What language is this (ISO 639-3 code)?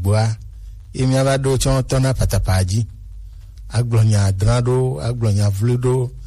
gej